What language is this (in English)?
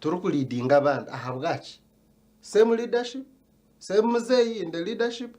Nyankole